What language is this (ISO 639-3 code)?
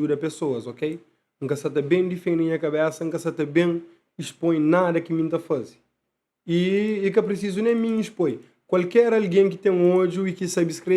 kea